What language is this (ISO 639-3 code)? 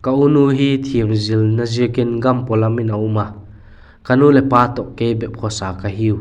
vap